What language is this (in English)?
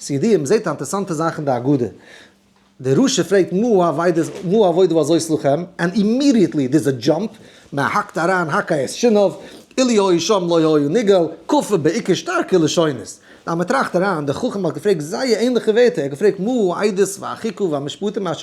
Yiddish